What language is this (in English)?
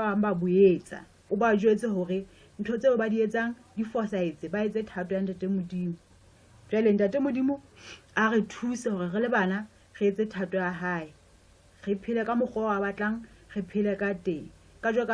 Southern Sotho